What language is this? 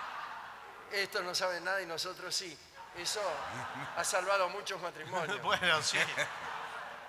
Spanish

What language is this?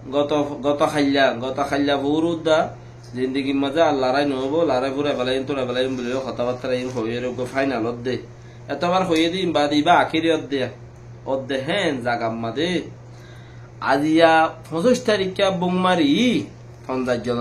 Rohingya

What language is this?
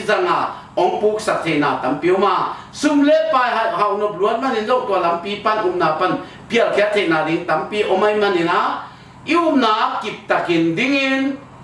Tedim Chin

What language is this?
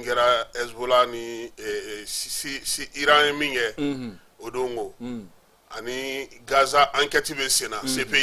Bambara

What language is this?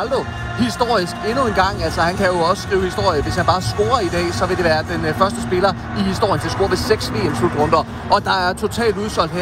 Danish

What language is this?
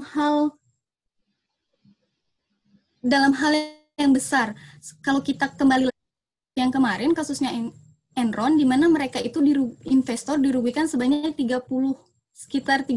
Indonesian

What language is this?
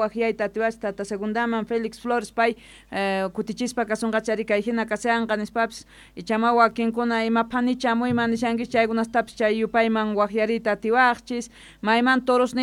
South Bolivian Quechua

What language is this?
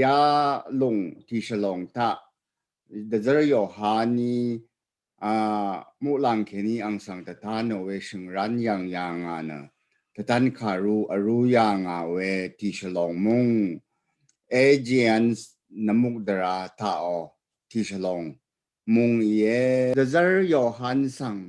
Rawang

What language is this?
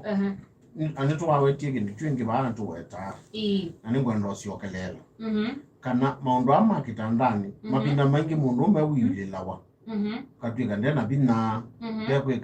Kamba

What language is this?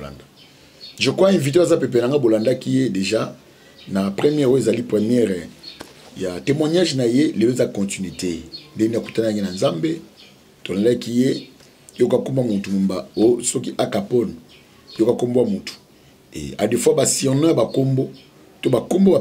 Lingala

